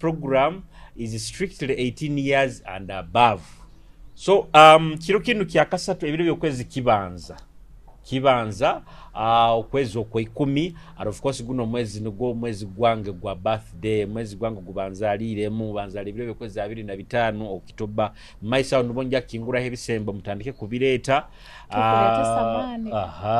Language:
Nyoro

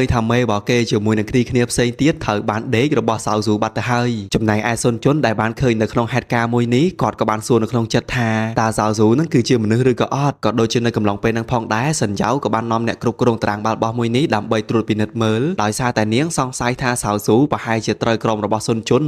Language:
Khmer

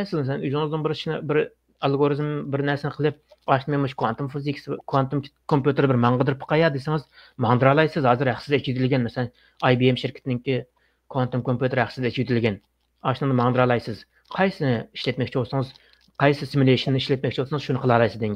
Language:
Uyghur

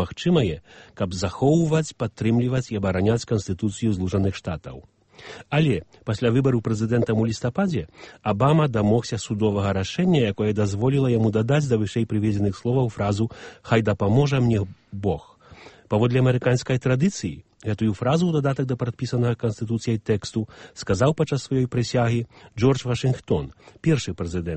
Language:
Belarusian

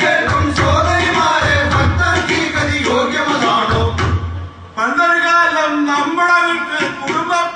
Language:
Malayalam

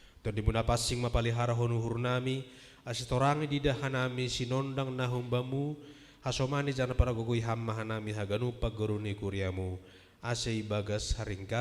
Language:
Batak Simalungun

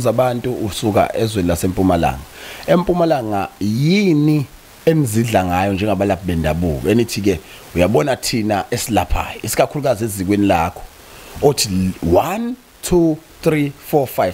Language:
Zulu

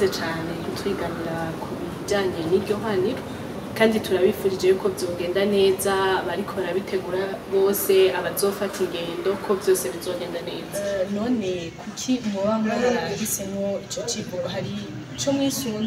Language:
Rundi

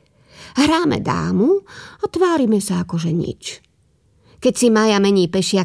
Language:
Slovak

